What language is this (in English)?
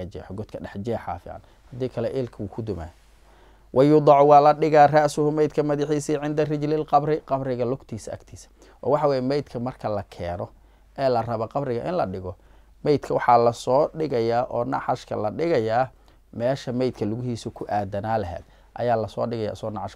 Somali